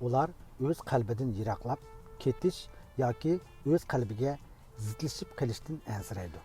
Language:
Uyghur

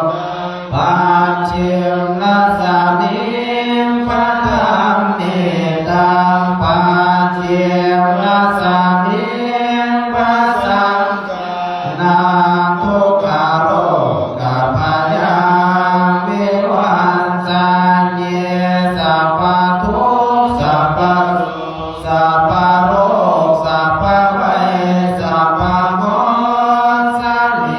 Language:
Pali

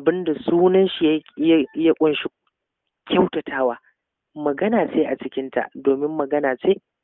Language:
Hausa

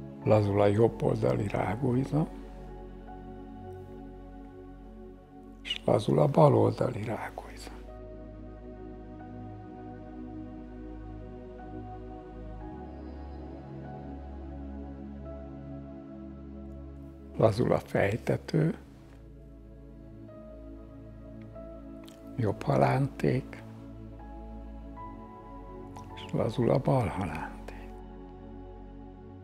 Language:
Hungarian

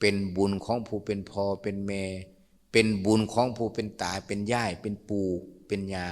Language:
Lao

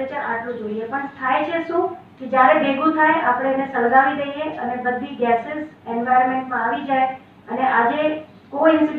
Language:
Gujarati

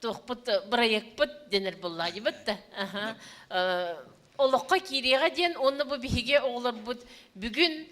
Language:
Yakut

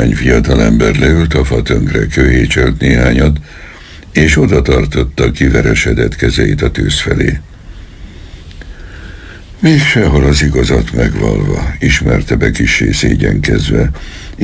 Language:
Hungarian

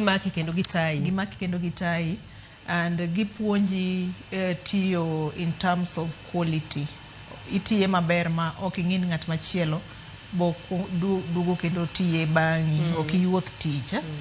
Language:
Luo (Kenya and Tanzania)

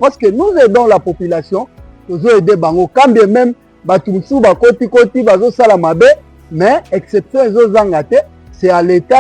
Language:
Lingala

